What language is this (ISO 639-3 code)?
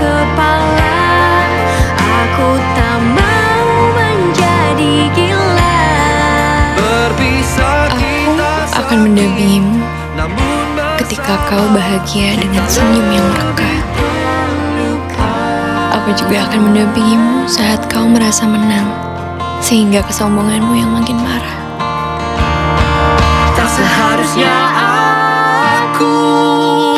ind